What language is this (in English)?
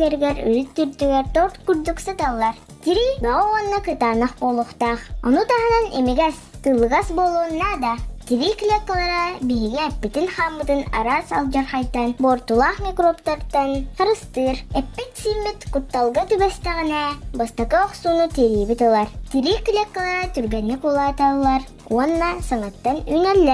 Yakut